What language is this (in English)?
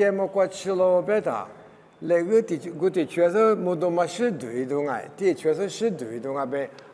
Lisu